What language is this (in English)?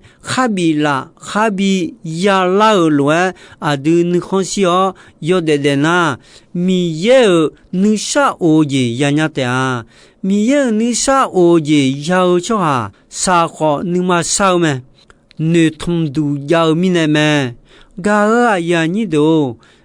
Akha